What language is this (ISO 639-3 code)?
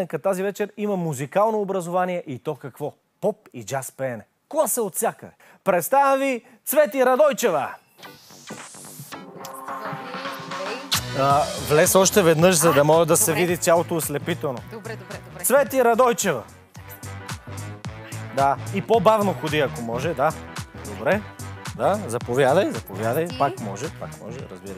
bul